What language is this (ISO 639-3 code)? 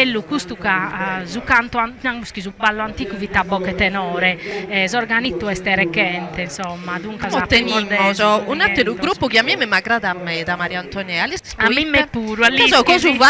srd